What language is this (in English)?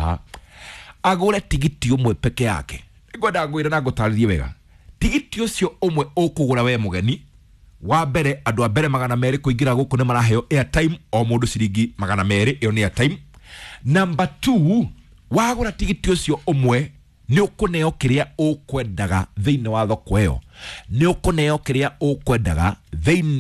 Kikuyu